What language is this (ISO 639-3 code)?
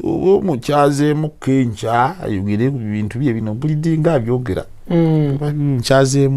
lug